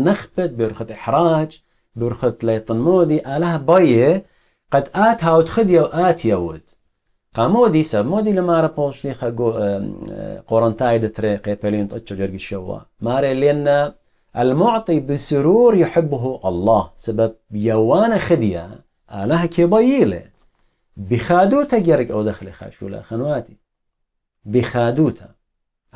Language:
Assyrian Neo-Aramaic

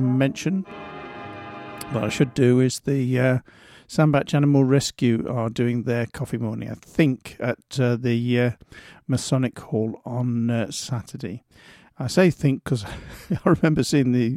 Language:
English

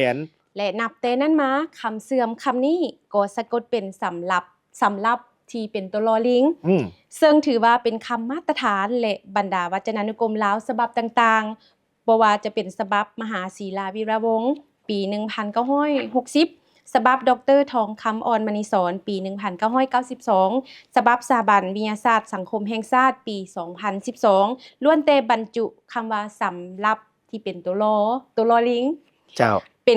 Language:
Lao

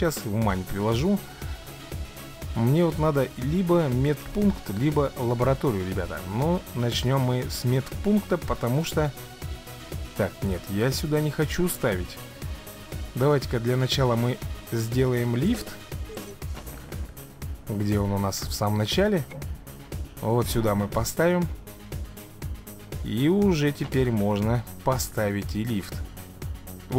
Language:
Russian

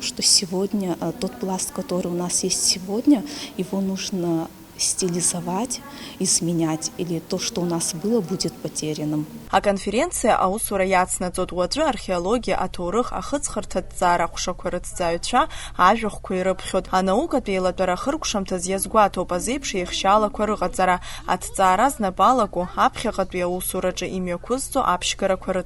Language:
Abkhazian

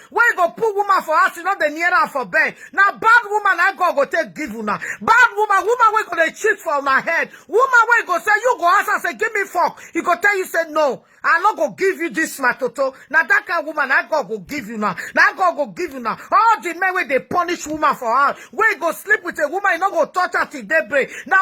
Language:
Nigerian Pidgin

